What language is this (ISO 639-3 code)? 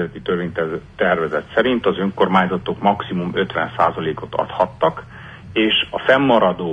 hun